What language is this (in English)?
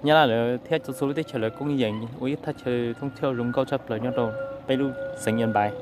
Hmong